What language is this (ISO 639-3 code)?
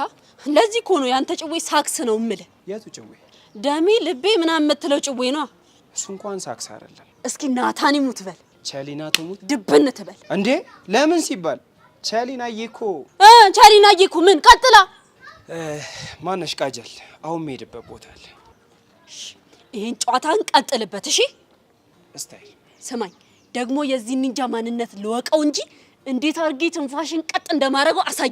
amh